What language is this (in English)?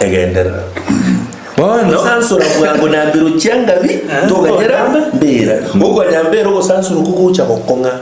Gusii